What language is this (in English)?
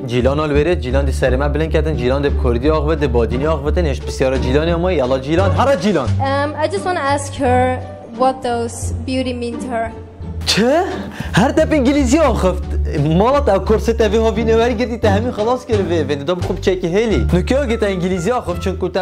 Kurdish